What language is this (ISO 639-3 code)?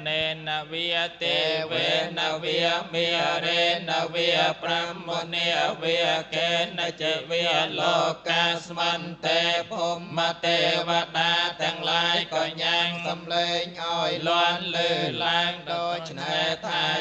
khm